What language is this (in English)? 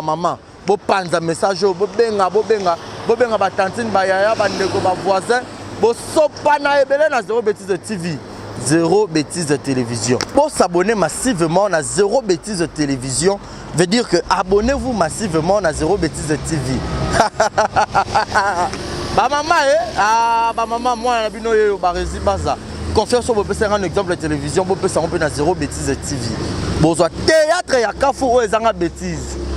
Lingala